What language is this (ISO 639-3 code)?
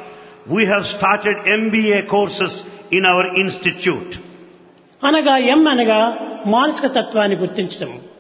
tel